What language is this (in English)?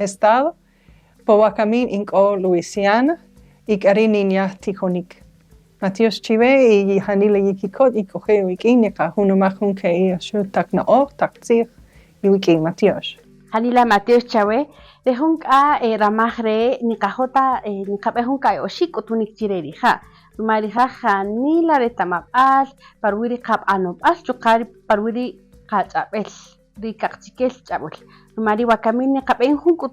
Kaqchikel